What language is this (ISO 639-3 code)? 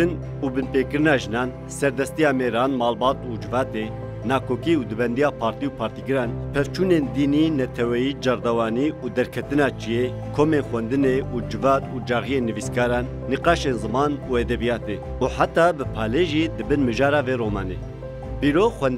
kur